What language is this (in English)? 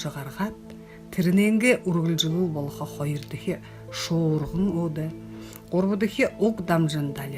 Buriat